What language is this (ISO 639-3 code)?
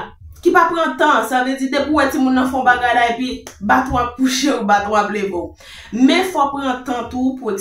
hat